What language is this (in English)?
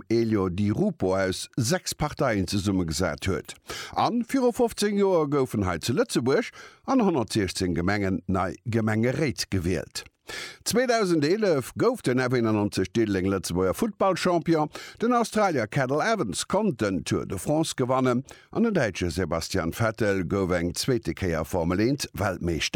Luxembourgish